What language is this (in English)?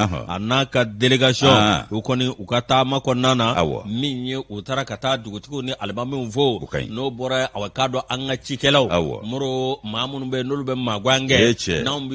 Bambara